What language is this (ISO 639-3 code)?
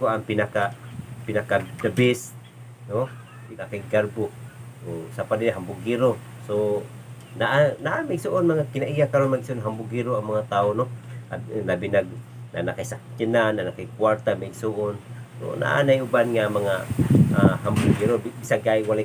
ceb